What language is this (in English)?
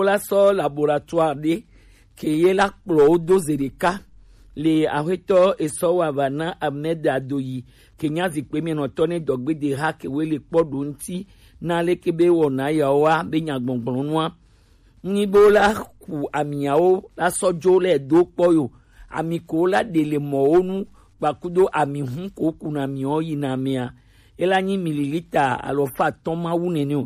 Gen